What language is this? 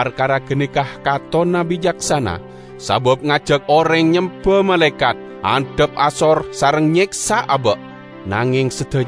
Madurese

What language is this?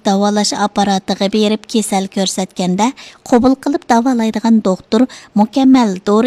Uyghur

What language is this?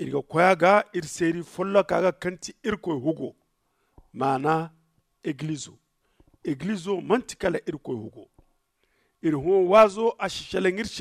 Zarma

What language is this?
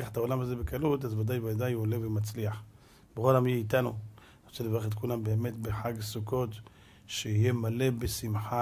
Hebrew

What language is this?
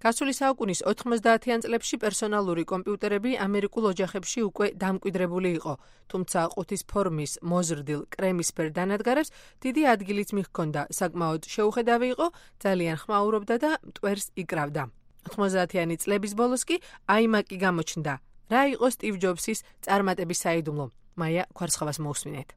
Georgian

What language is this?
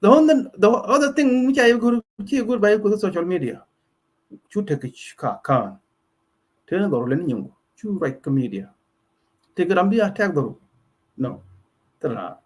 Nuer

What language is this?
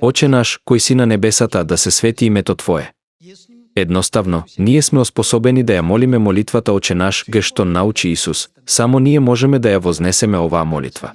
Macedonian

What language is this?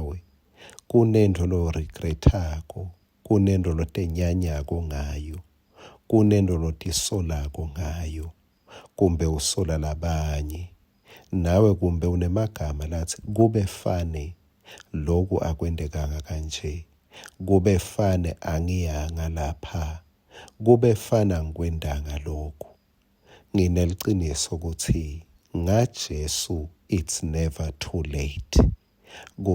Swati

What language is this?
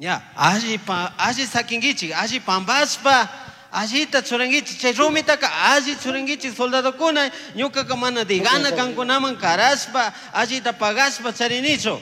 Chimborazo Highland Quichua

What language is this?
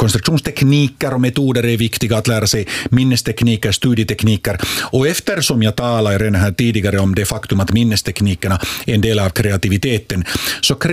Swedish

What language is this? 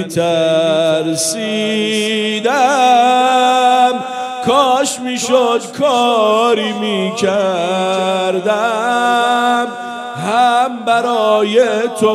Persian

